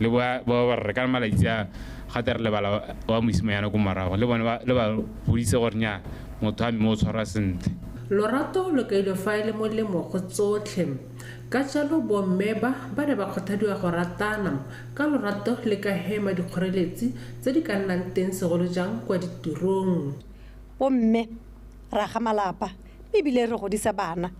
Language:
Tswana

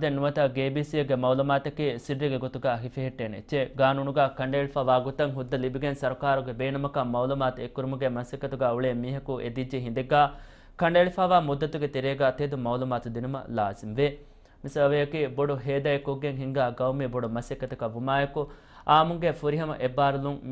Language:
Divehi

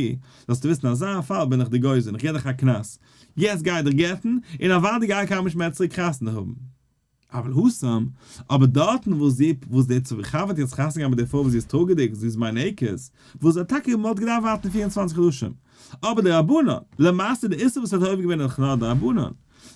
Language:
Yiddish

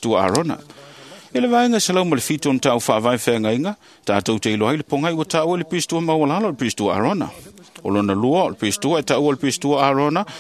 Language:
Samoan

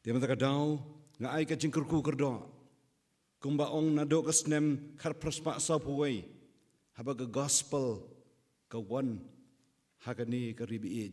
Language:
Khasi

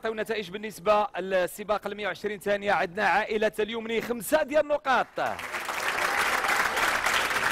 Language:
Moroccan Arabic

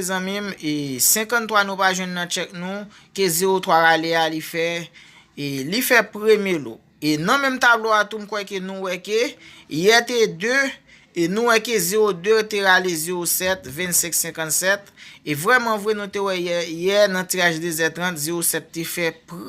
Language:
Haitian Creole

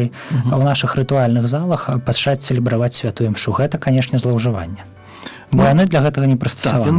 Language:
Belarusian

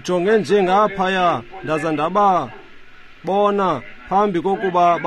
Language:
Xhosa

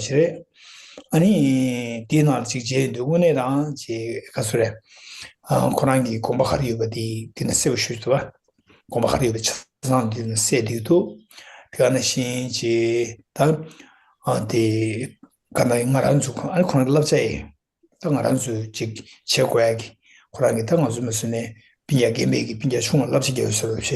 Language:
Tibetan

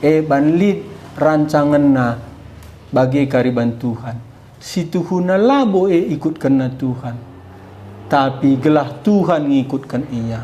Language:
Batak Karo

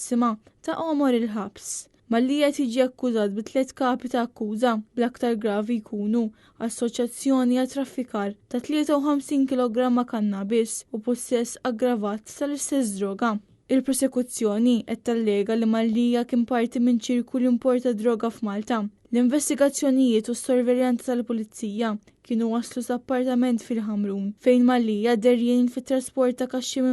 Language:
Maltese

